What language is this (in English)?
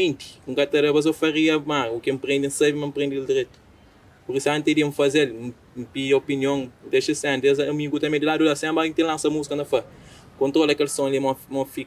Kabuverdianu